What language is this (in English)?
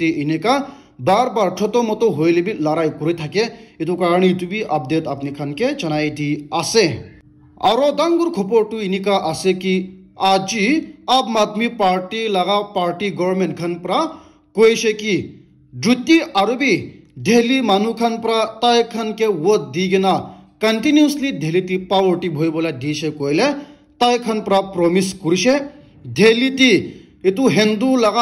Naga Pidgin